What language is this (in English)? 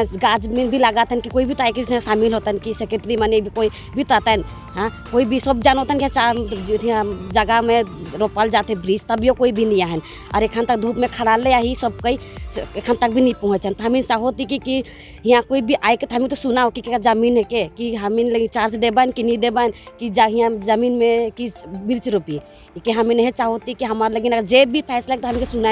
Sadri